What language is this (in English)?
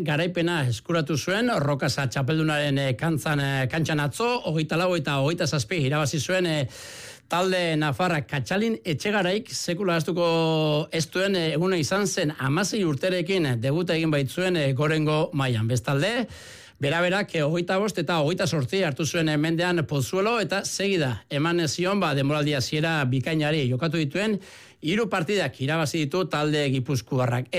Basque